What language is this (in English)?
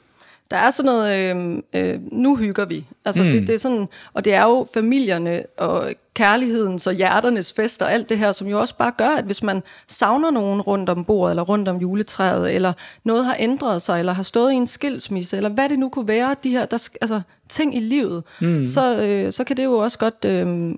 Danish